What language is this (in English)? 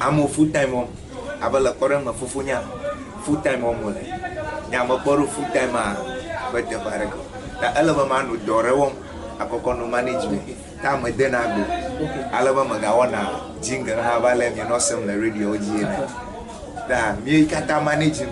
Ewe